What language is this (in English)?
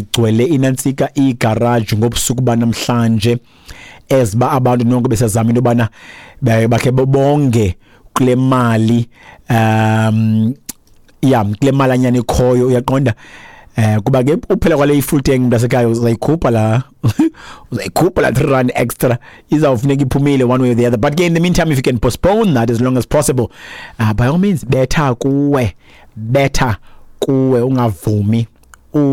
Xhosa